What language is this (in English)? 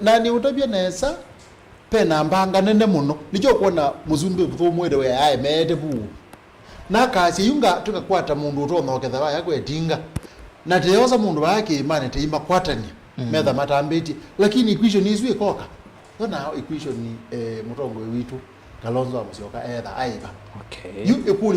Kamba